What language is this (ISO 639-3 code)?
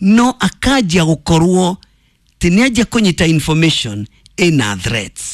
kik